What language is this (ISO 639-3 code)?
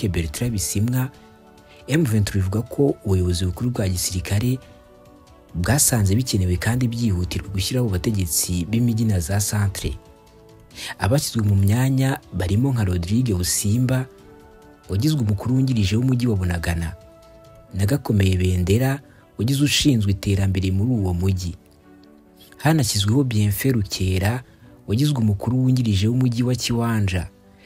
kin